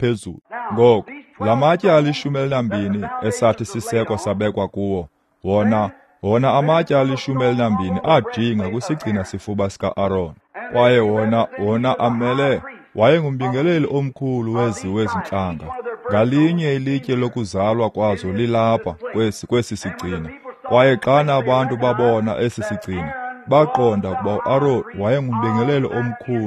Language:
Xhosa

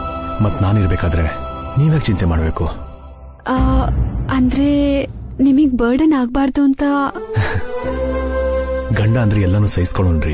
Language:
Kannada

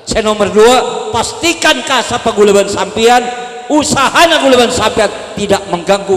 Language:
Madurese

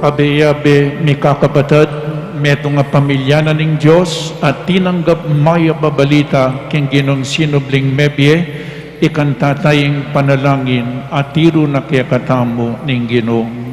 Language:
Pampanga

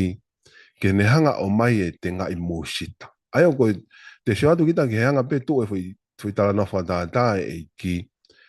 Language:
Tongan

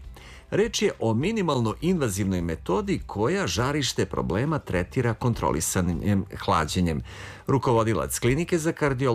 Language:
Serbian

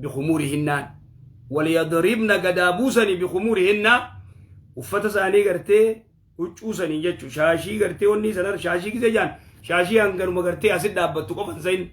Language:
Oromo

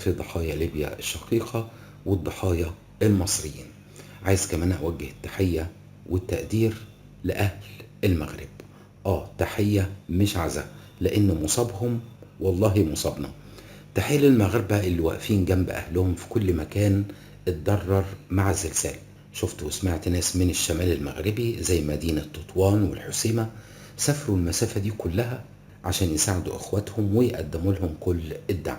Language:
Egyptian Arabic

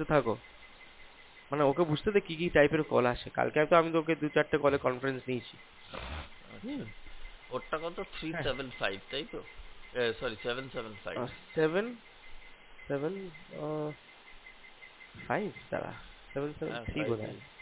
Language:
Bangla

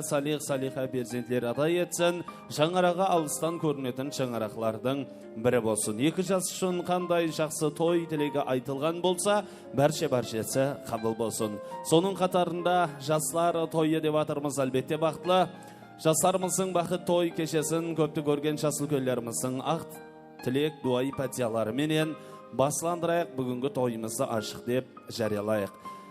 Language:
Kara-Kalpak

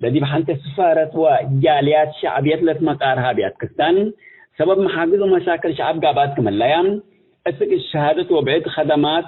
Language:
Tigre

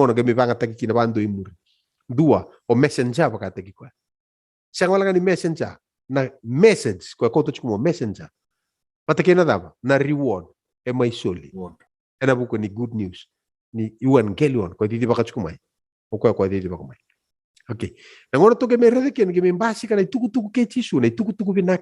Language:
Fijian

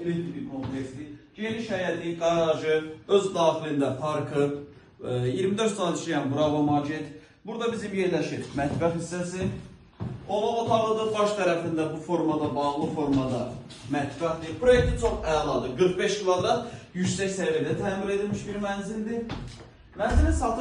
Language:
Azerbaijani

